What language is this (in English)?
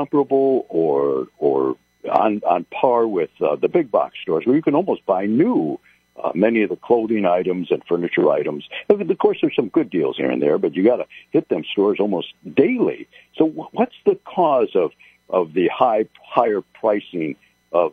English